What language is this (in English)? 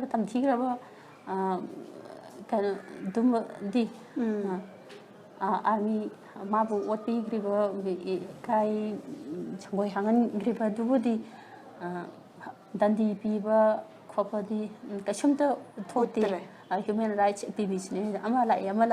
Manipuri